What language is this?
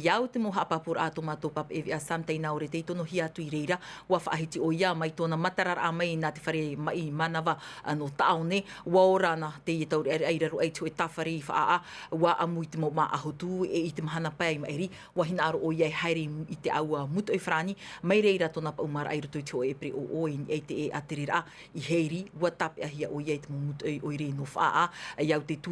Tahitian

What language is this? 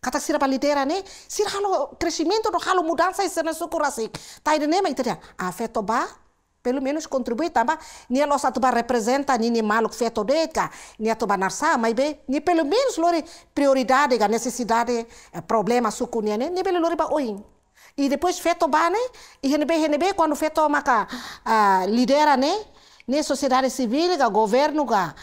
Tetum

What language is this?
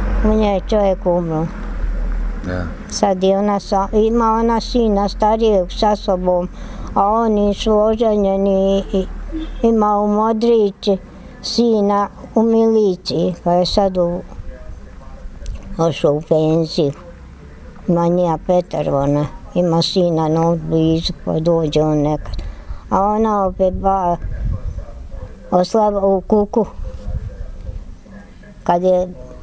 Bosnian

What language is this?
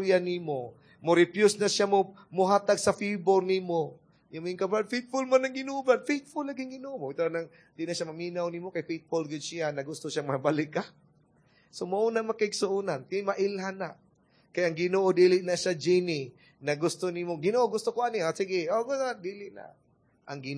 Cebuano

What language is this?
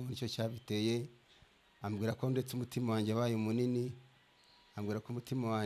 Kinyarwanda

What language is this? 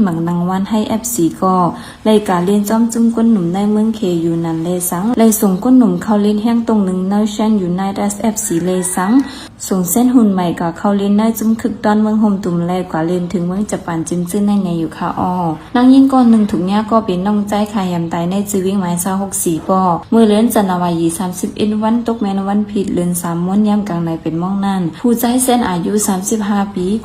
Shan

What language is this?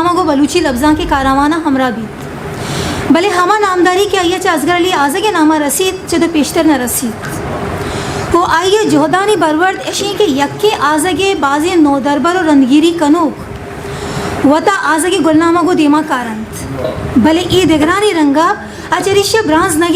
Eastern Balochi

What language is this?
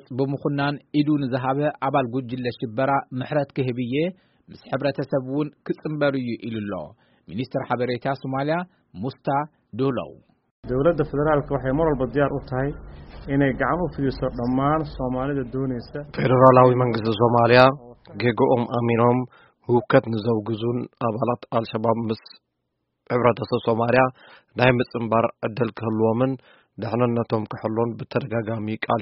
Tigrinya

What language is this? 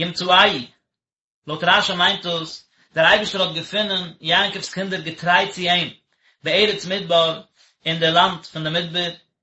Yiddish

